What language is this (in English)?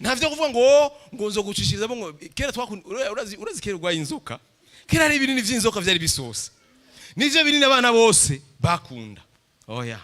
Rundi